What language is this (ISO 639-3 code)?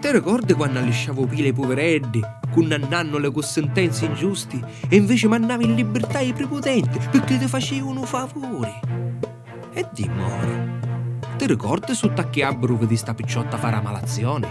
scn